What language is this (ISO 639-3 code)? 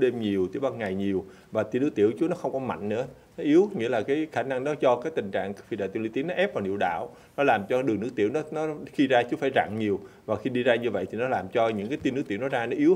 vie